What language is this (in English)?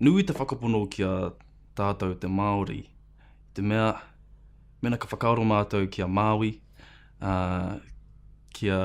Māori